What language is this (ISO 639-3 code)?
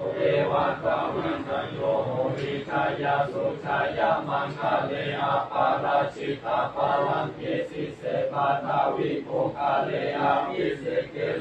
pli